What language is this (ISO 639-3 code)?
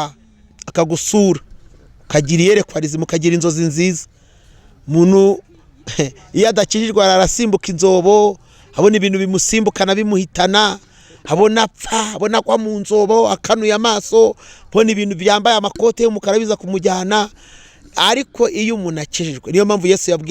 kin